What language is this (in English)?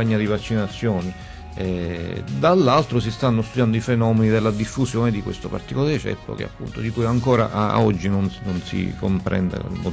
Italian